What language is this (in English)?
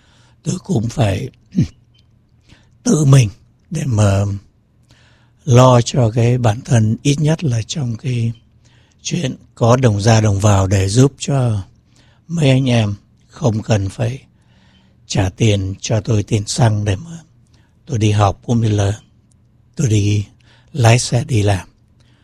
Vietnamese